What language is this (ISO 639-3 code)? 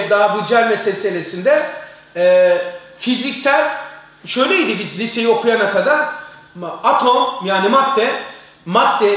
tur